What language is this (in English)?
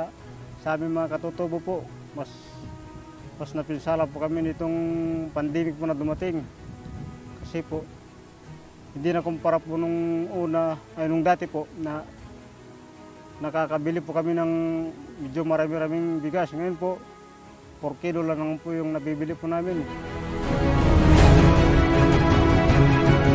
Filipino